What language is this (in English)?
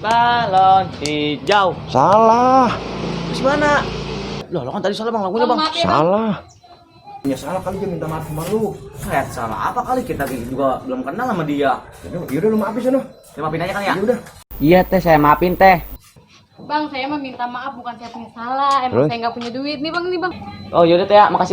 Betawi